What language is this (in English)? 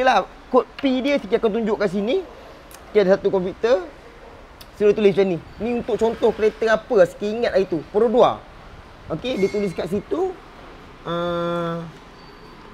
Malay